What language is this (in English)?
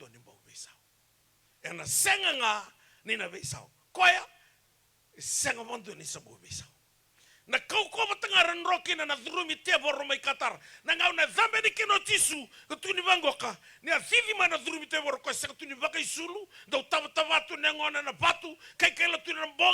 Fijian